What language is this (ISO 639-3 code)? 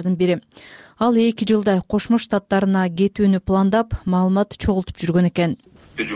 kir